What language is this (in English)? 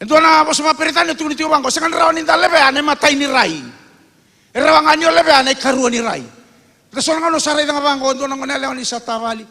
Fijian